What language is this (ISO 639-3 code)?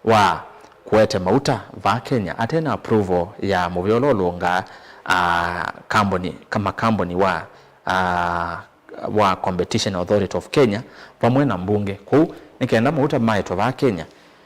kam